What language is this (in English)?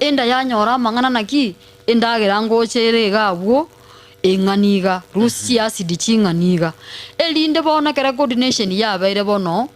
Gusii